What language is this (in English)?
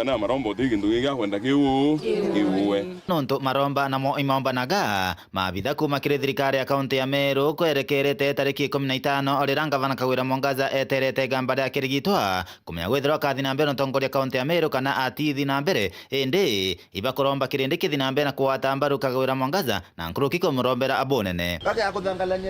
Meru